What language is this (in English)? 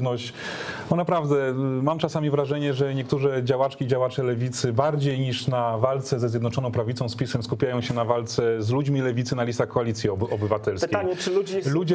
Polish